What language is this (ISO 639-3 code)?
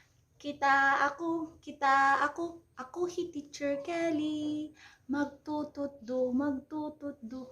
war